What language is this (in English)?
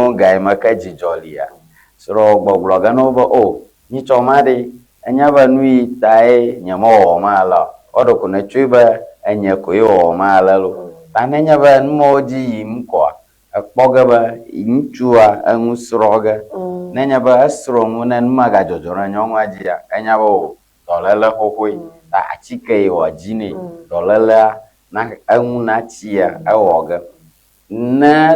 Ewe